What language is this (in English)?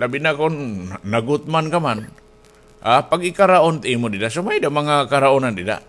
Waray